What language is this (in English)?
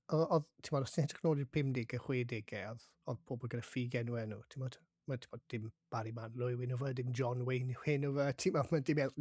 Welsh